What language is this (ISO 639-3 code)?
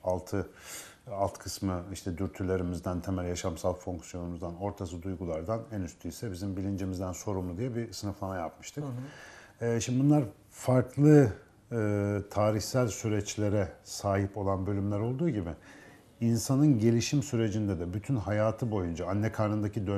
tur